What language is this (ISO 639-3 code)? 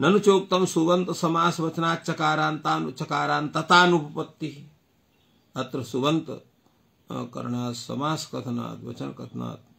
san